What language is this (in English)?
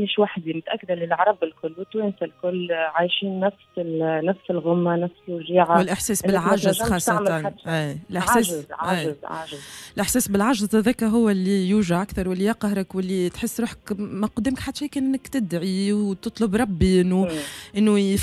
Tunisian Arabic